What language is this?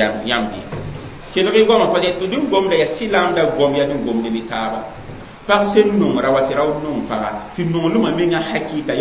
Mossi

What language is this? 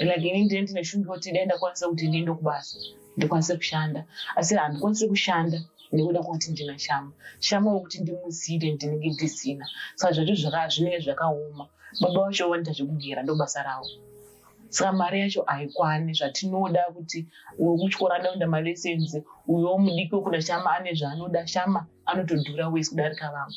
Shona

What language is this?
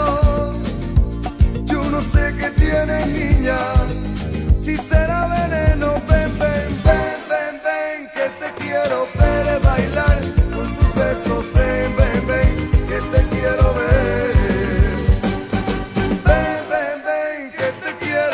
Spanish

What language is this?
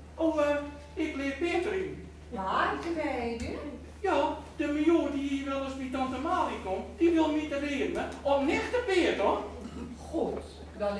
Gronings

